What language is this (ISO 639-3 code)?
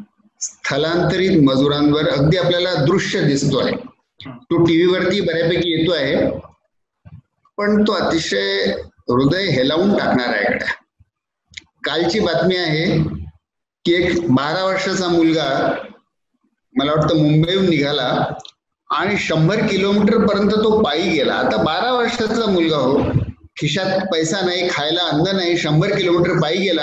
mar